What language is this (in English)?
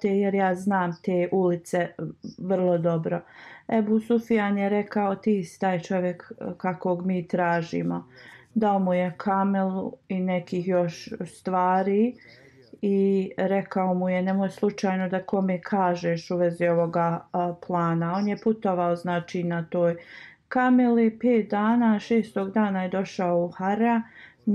Bosnian